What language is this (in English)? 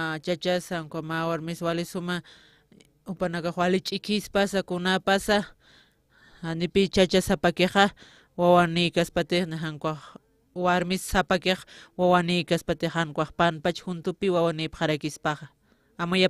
Aymara